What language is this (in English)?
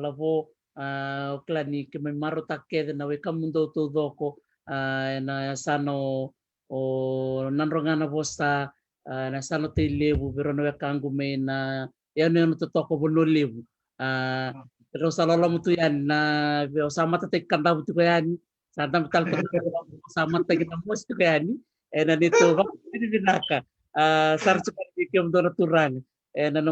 Fijian